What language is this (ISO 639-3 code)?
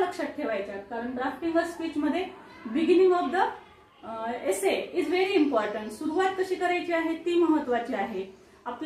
mar